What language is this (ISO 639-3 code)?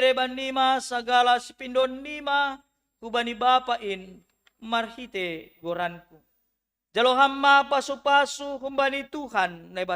bts